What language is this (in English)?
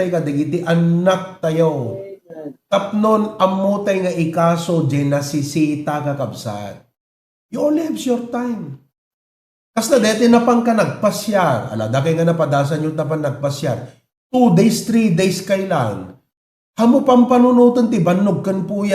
Iloko